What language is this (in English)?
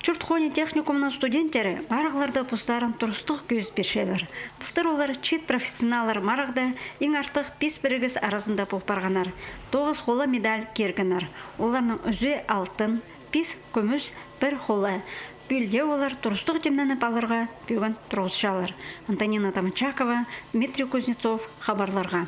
Khakas